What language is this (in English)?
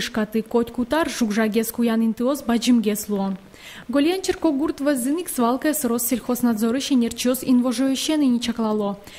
Udmurt